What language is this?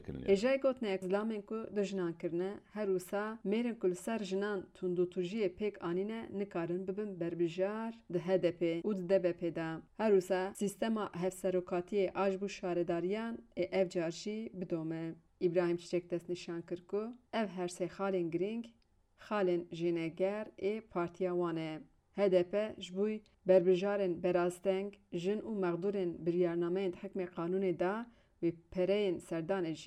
Kurdish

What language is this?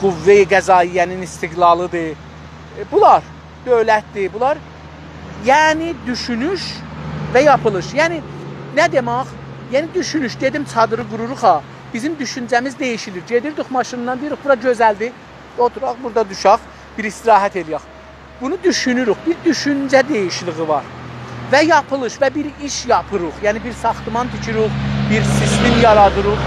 South Azerbaijani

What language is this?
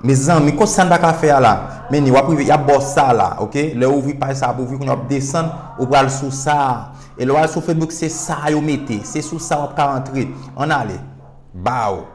Haitian Creole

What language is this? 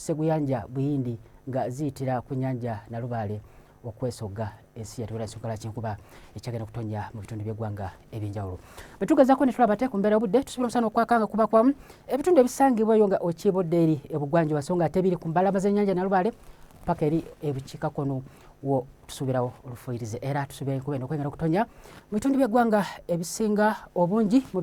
Ganda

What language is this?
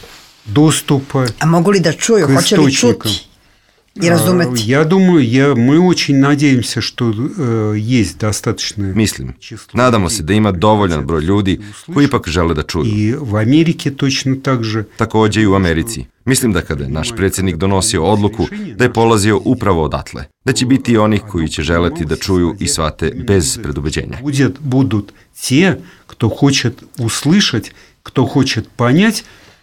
Serbian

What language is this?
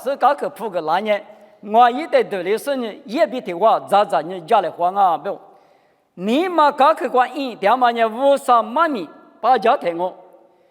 Lisu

